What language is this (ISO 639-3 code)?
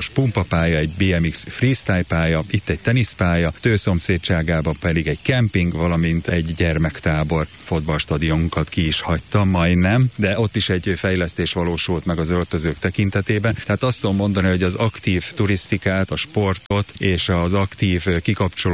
hun